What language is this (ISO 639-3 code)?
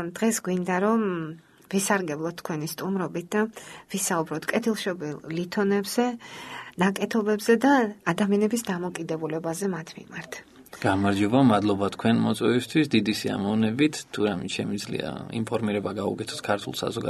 kat